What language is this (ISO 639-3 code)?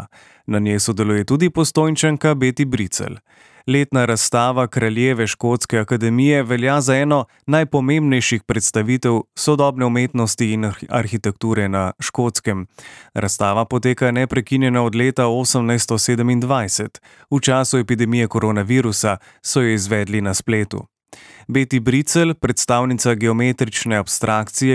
slv